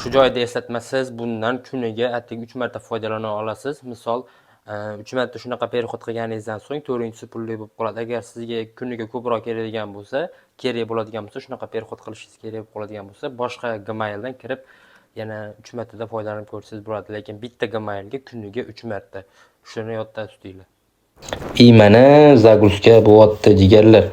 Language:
Uzbek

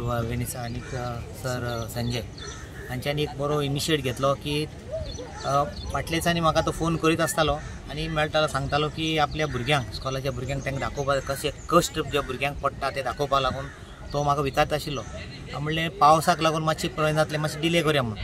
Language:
Konkani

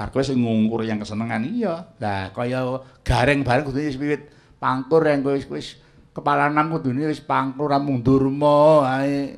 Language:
Javanese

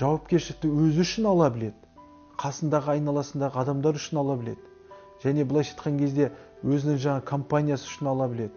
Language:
Kazakh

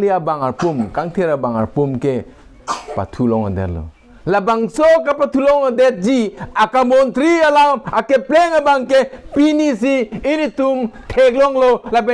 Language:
Karbi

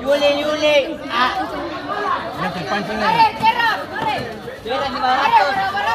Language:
Ambonese Malay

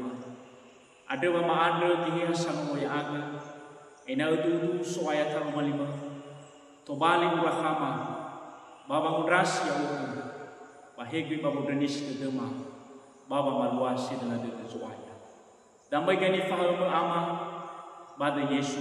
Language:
Nias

